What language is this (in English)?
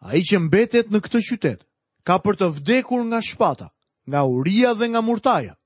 Albanian